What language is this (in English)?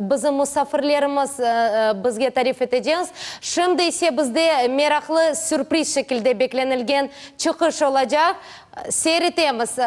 Crimean Tatar